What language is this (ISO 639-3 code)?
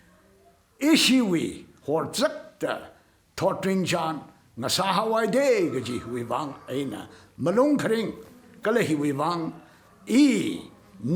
nmf